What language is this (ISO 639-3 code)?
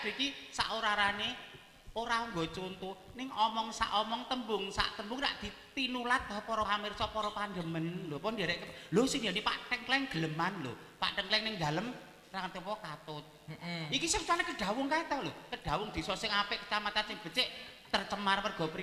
jav